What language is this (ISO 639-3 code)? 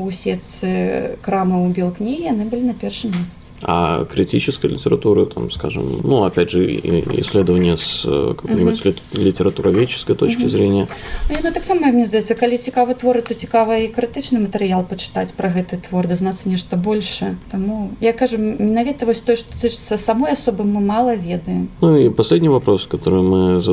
bel